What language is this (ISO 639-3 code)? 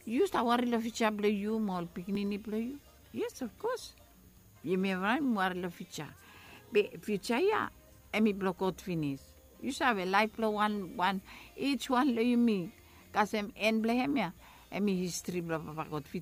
bis